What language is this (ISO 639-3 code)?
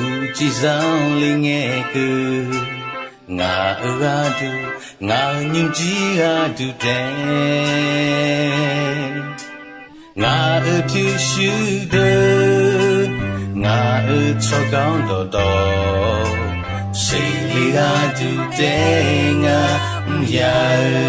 ahk